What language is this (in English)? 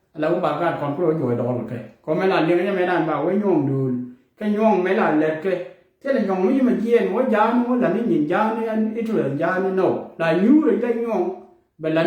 Nuer